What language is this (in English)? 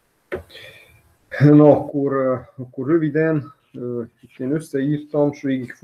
Hungarian